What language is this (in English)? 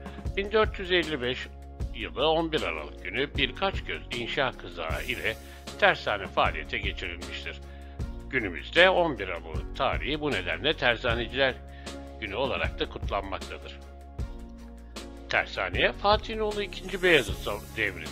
Turkish